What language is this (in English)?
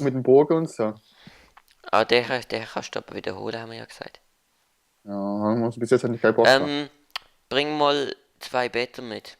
Swiss German